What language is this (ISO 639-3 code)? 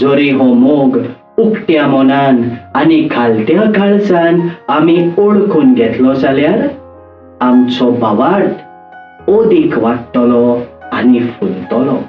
kok